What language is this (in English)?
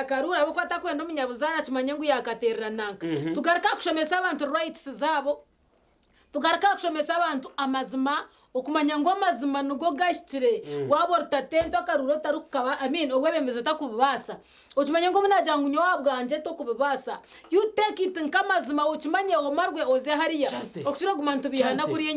Nyankole